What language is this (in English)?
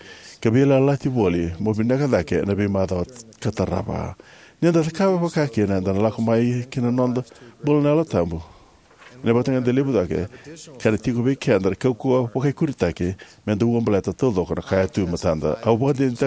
Fijian